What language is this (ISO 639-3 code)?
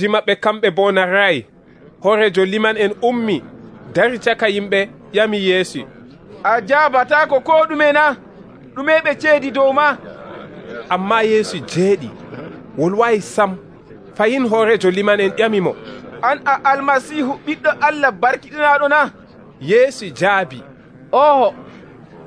fuv